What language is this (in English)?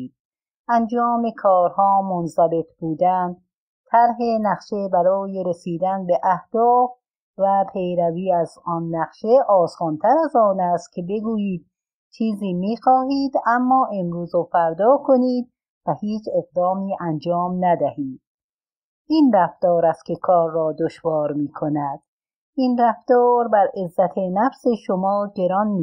Persian